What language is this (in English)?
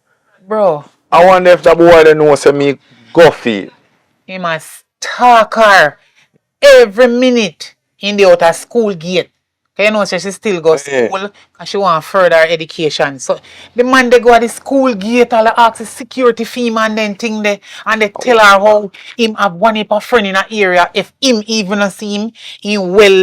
Jamaican Creole English